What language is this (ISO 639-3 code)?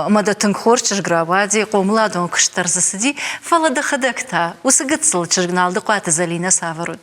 oss